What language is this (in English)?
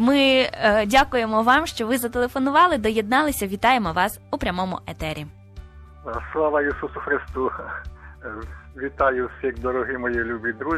Ukrainian